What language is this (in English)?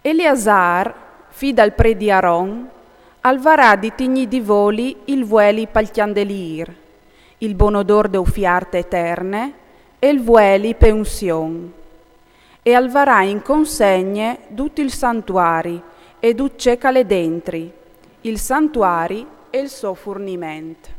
Friulian